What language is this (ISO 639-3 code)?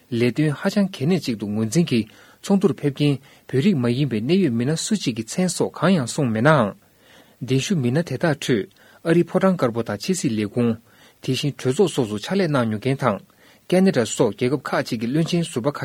bod